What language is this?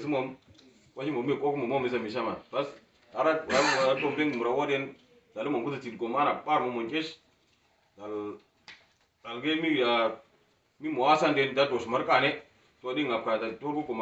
Uduk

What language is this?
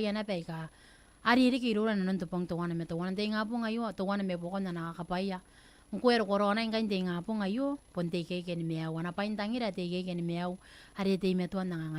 Gilbertese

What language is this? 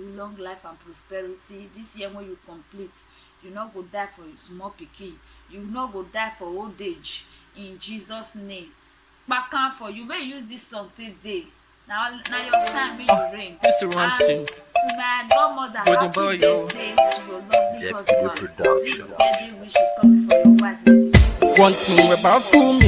Nigerian Pidgin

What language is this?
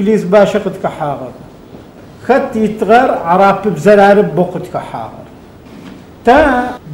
Adyghe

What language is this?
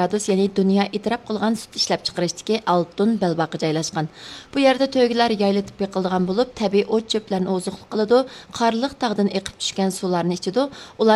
Uyghur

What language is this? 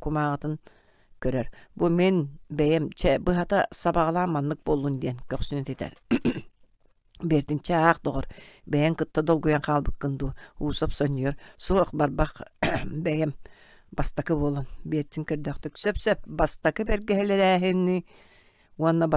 Yakut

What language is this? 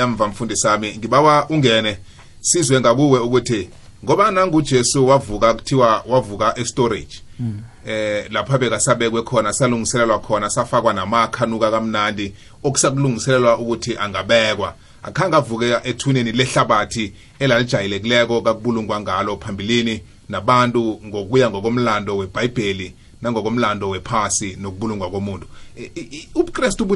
South Ndebele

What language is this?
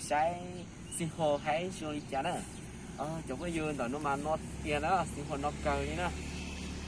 Hmong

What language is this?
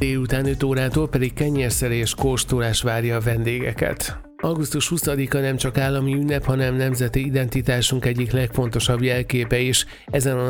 Hungarian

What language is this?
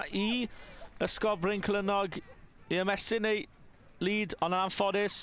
Welsh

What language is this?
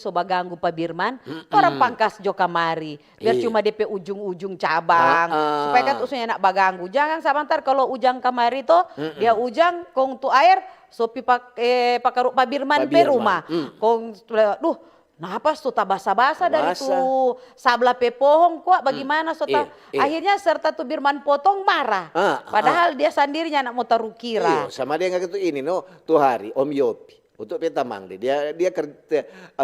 Manado Malay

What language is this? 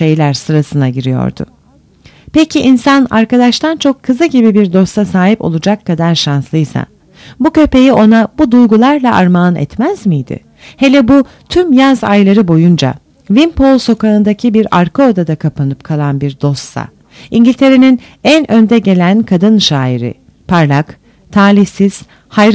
Turkish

